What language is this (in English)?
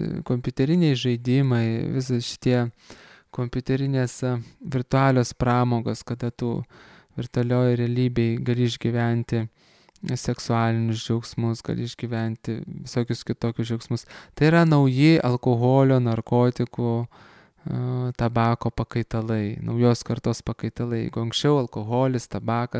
Lithuanian